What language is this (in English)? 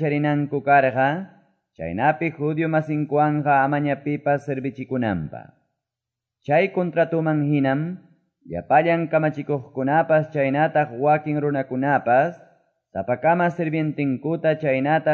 Quechua